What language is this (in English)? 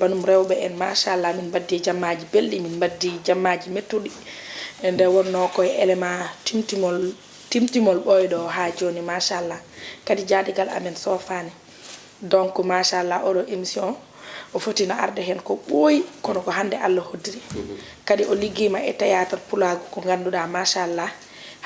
Fula